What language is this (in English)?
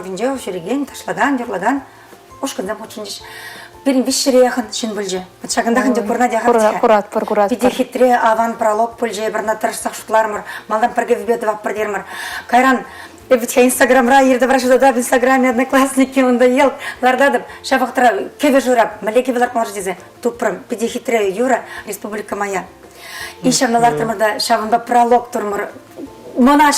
Chuvash